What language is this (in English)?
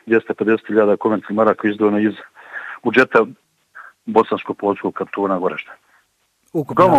Bosnian